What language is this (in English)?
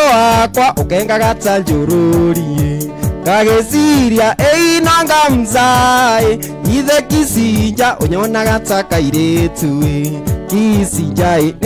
Kikuyu